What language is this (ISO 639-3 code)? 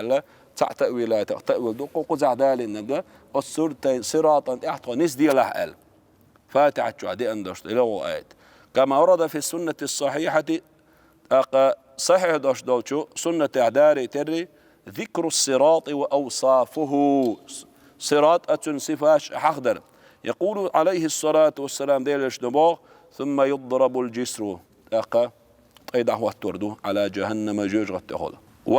che